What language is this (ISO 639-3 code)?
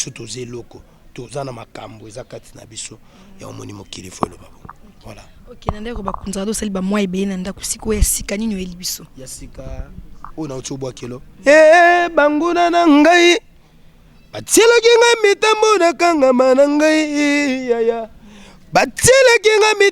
lin